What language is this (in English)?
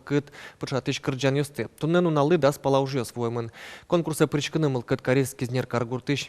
Udmurt